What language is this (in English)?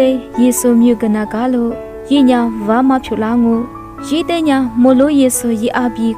Lisu